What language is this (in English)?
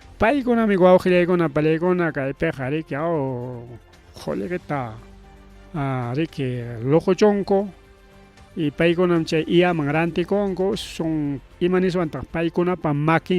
Ayacucho Quechua